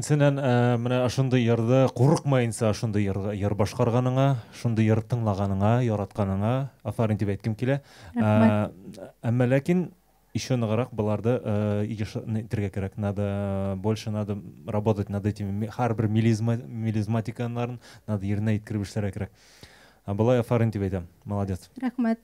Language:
Bashkir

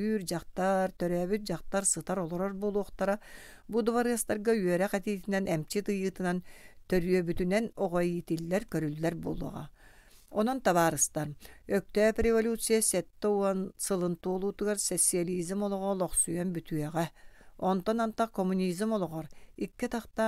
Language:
Yakut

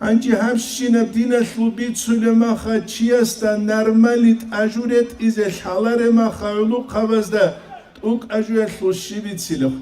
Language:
Avaric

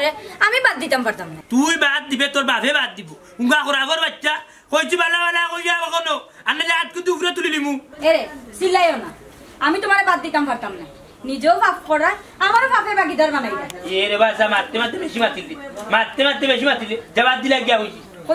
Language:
Sylheti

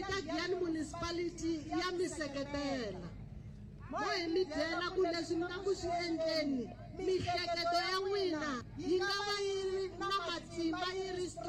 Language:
Tsonga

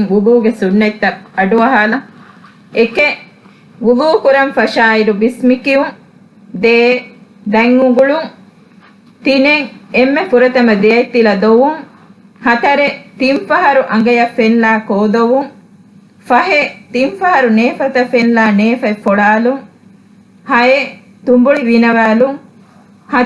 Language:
Divehi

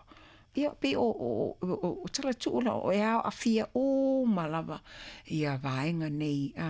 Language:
Samoan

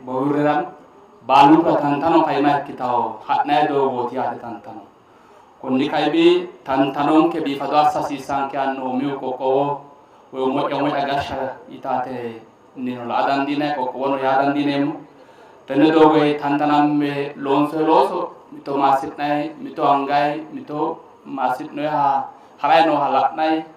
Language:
Sidamo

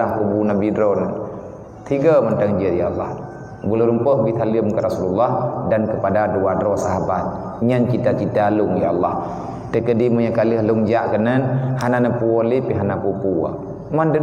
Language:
Achinese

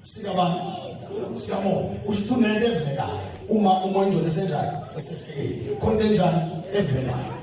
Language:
Zulu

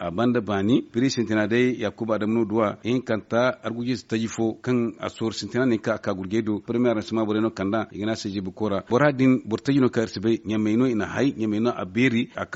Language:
Zarma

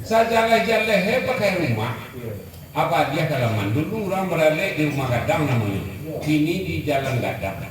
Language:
Minangkabau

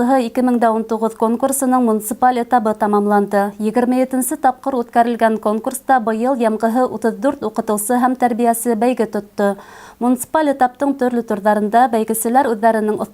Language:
Bashkir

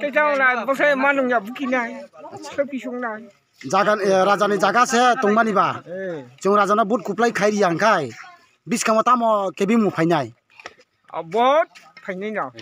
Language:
Kok Borok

